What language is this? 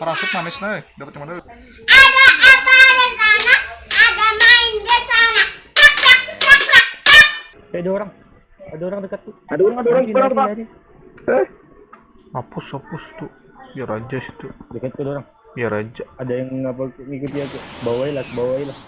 Banjar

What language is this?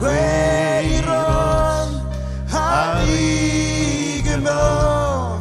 Marshallese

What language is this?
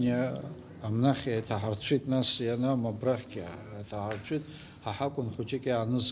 Abkhazian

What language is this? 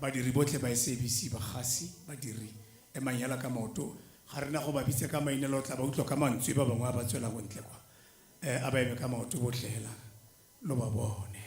Tswana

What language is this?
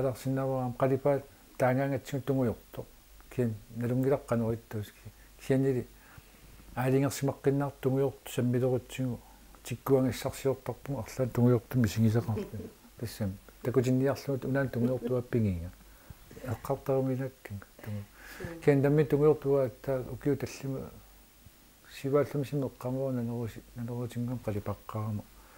Kalaallisut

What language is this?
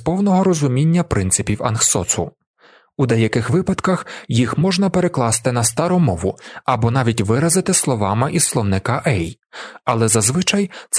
Ukrainian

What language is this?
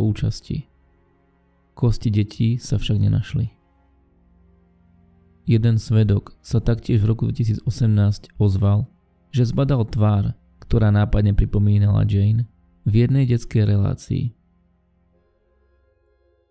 Slovak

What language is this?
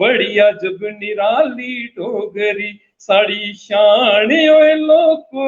Dogri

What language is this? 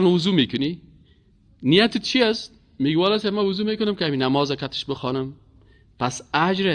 Persian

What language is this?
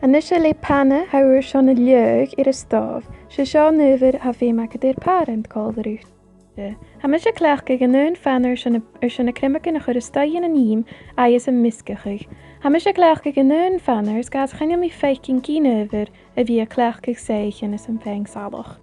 Scottish Gaelic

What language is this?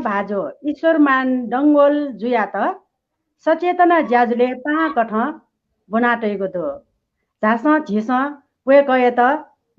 Newari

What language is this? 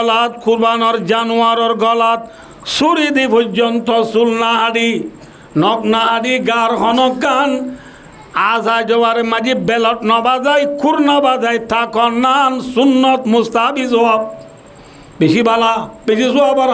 Rohingya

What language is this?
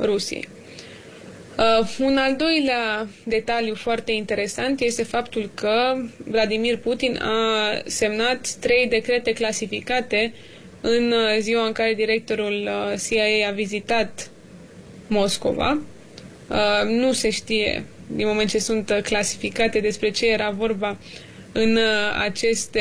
Romanian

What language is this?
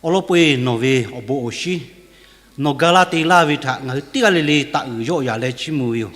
Lahu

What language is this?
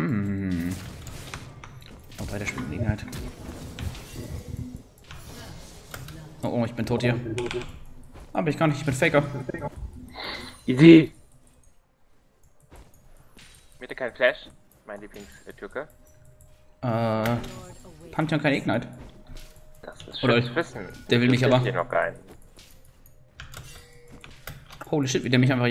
German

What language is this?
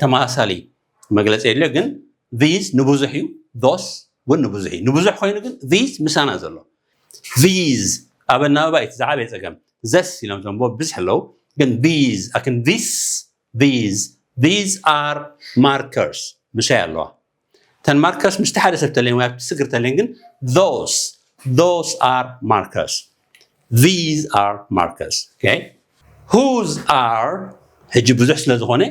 Tigrinya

